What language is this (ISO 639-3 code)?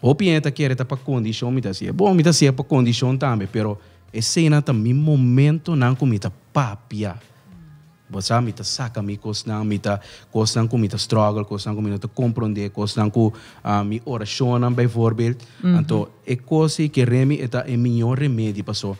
pap